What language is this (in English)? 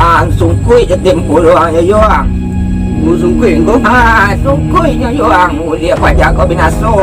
Minangkabau